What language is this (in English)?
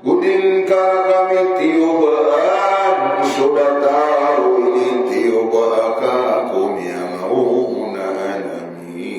Maranao